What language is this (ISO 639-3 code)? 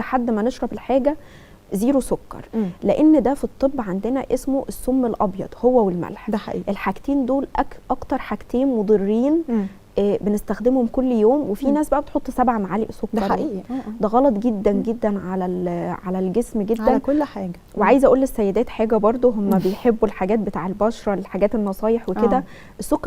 arz